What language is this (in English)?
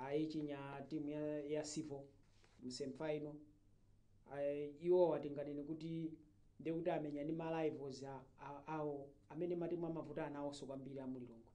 Nyanja